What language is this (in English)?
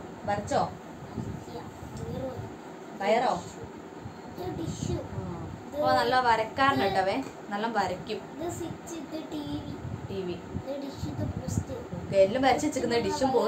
Malayalam